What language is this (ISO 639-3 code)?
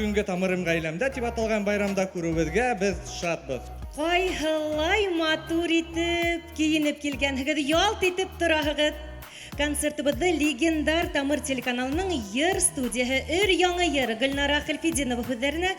bak